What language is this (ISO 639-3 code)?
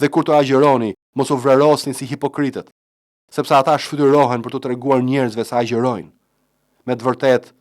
sqi